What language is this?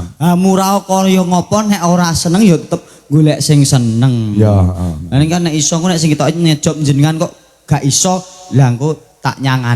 Javanese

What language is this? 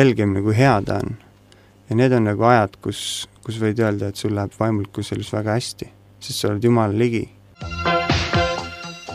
Estonian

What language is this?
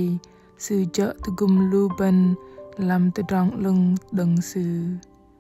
Bahnar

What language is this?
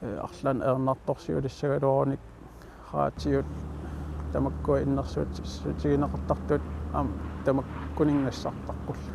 Kalaallisut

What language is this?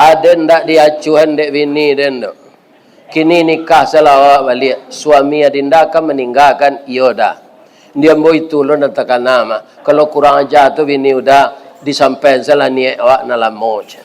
Minangkabau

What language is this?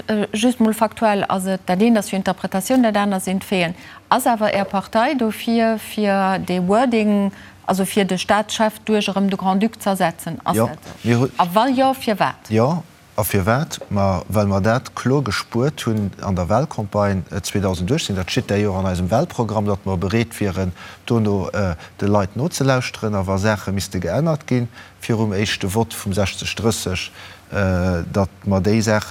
Luxembourgish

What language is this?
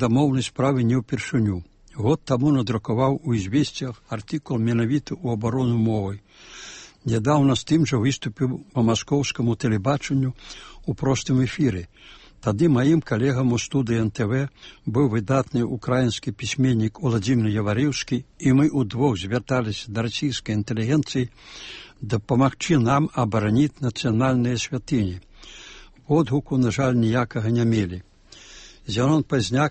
Belarusian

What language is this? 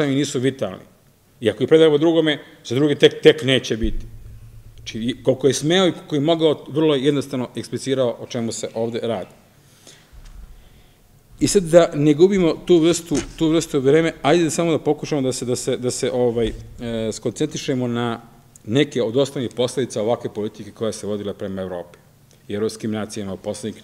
Serbian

